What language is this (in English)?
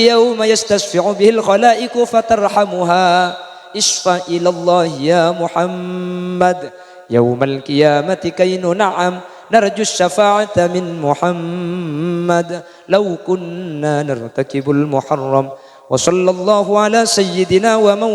Madurese